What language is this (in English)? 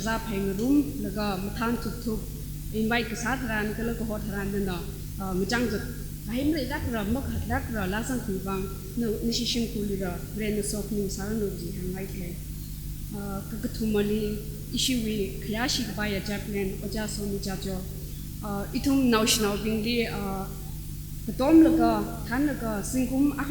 Tangkhul Naga (India)